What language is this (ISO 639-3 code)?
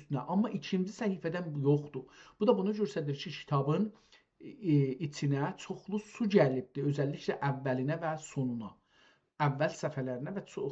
azb